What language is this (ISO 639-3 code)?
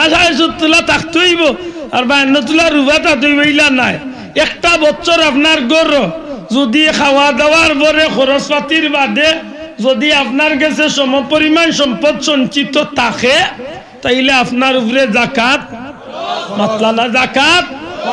syl